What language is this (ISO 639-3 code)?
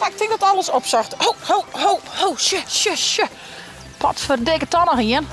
fry